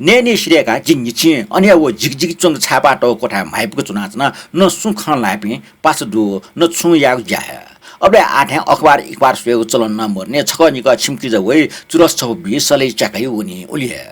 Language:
Newari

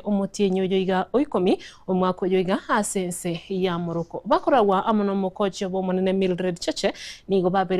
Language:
Gusii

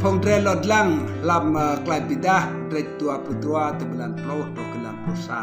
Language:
Rade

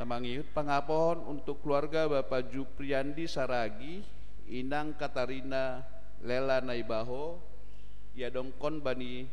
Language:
Batak Simalungun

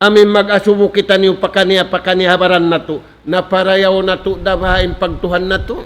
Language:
Tausug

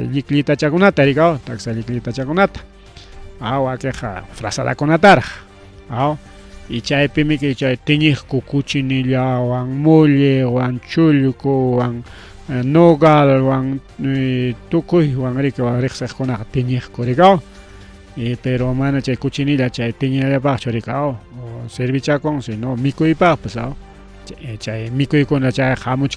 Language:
Ayacucho Quechua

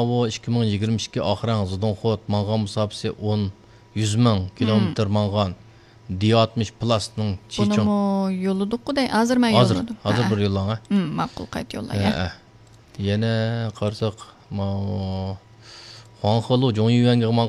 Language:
Uyghur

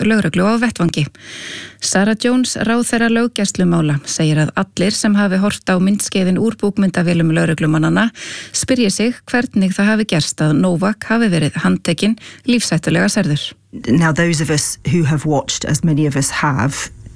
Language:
Icelandic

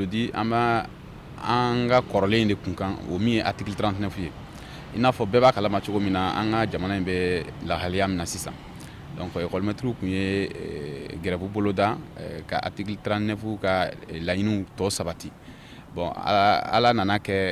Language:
Bambara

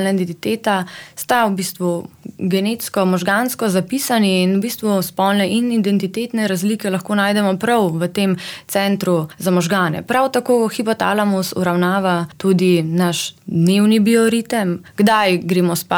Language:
Slovenian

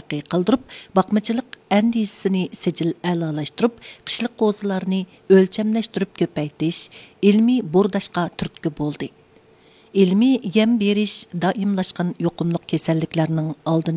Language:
Uyghur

